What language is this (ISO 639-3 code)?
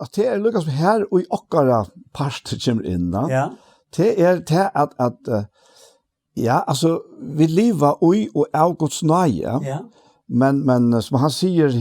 fao